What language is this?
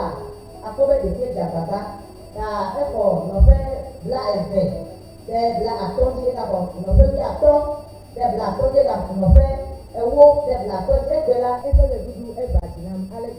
Ewe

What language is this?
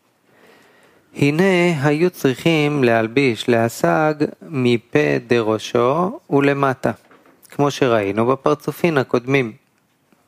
Hebrew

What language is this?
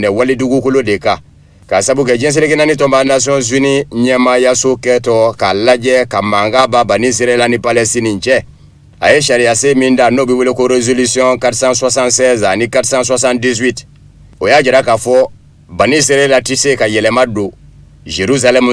Bambara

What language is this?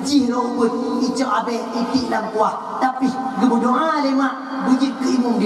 Achinese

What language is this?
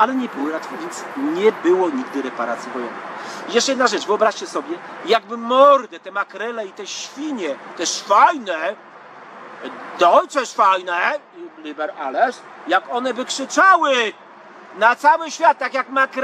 Polish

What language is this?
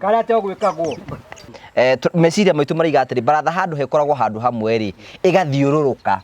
Kikuyu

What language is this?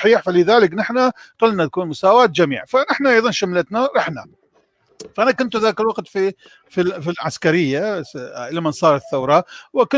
North Levantine Arabic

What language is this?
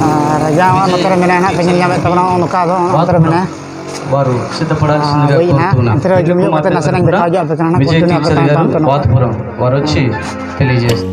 Santali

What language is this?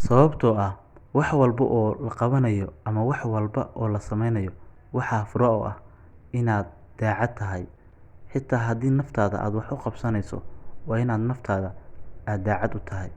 Somali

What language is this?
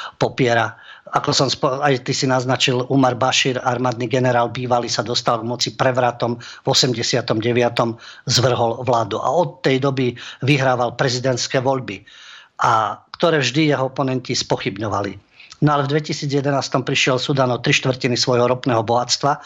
Slovak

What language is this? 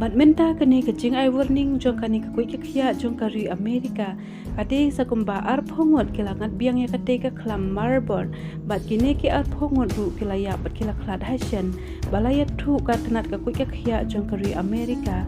Khasi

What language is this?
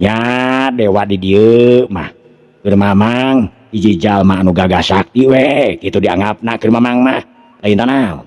Sundanese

